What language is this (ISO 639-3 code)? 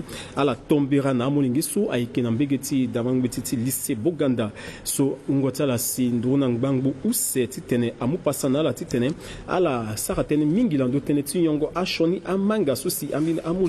sag